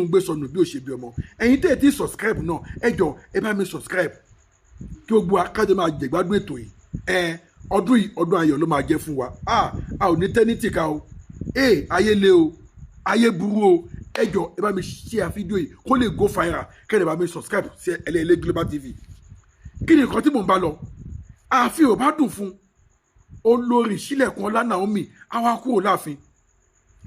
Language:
Yoruba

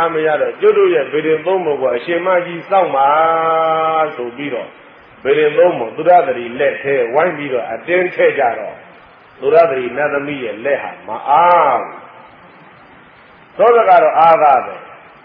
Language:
Burmese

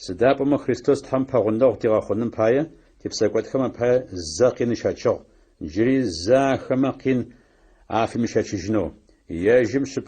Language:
Adyghe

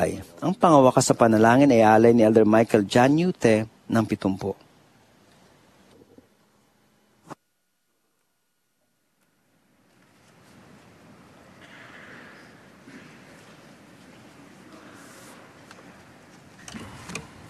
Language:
Filipino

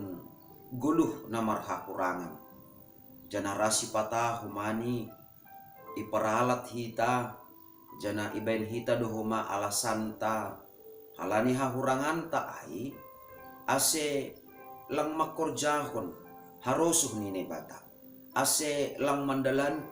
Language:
Batak Simalungun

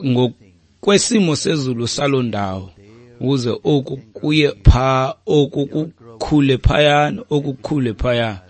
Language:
Xhosa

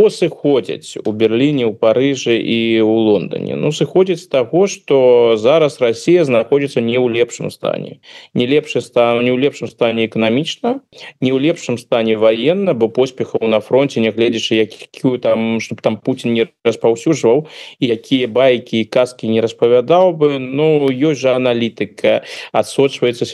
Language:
Belarusian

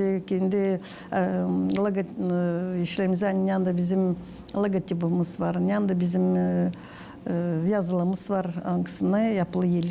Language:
Gagauz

